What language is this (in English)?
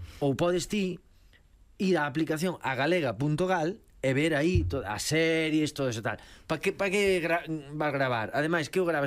Galician